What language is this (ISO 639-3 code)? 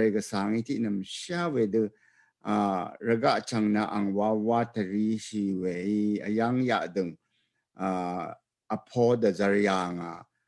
raw